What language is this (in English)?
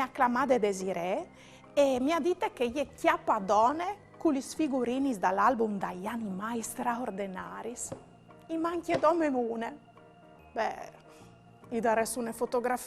Friulian